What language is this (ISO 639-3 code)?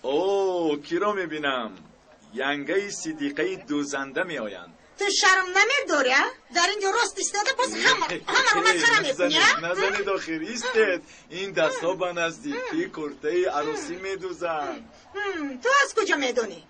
tgk